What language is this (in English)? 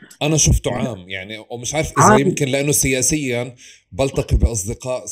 North Levantine Arabic